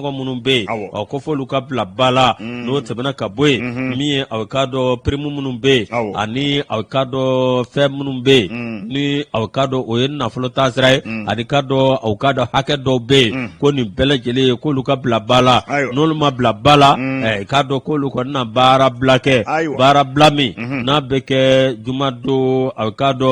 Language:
Bambara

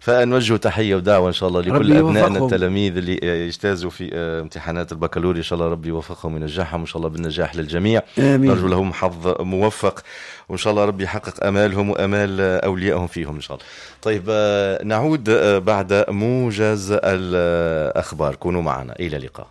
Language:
Tunisian Arabic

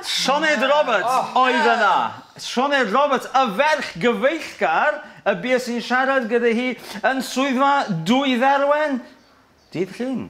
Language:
Welsh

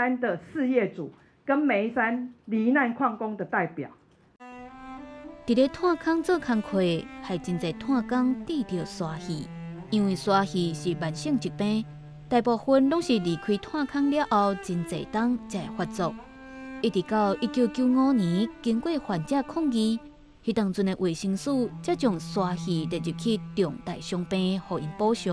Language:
Min Nan Chinese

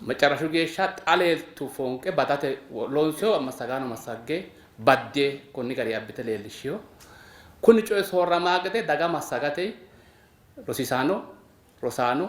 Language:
Sidamo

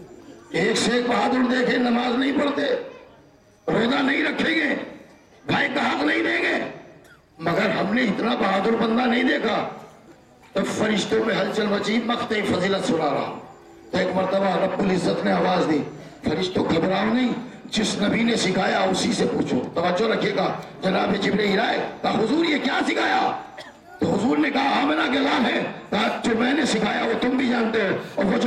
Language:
Urdu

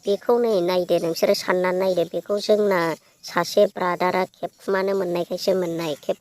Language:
Bodo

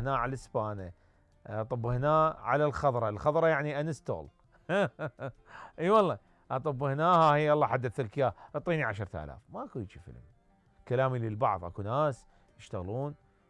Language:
Mesopotamian Arabic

